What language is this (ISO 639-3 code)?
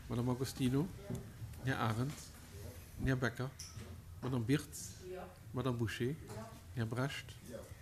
ltz